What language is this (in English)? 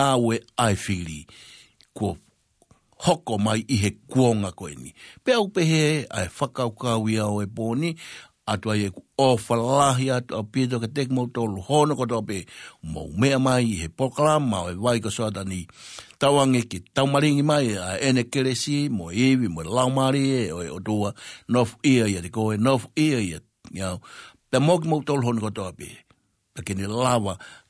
Tongan